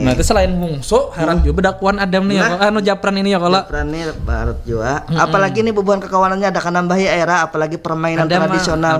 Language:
Banjar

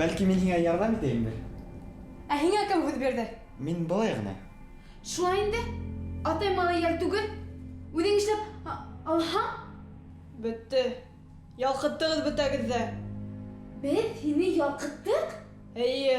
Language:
Bashkir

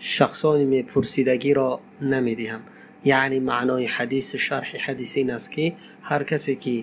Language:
Tajik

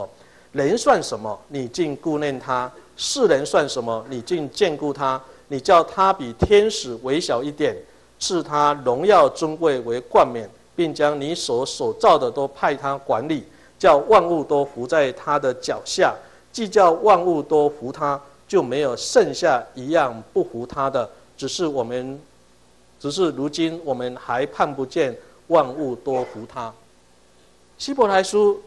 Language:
Chinese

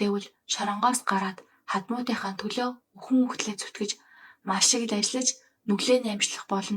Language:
Mongolian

